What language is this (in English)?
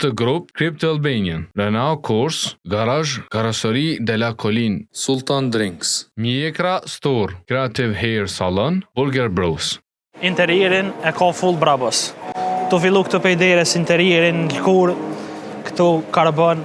Albanian